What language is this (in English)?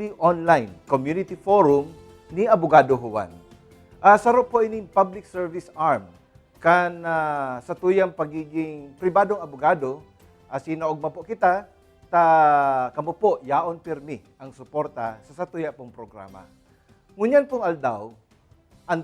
Bikol